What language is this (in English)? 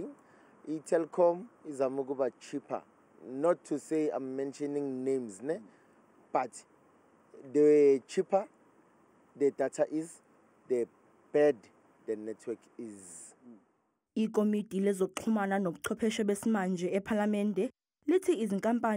Zulu